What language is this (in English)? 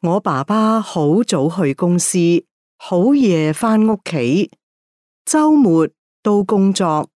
Cantonese